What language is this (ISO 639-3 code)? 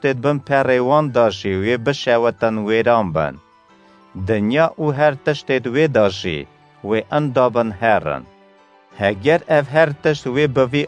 kur